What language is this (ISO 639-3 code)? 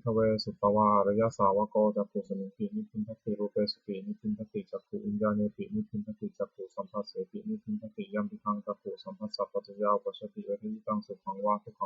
pli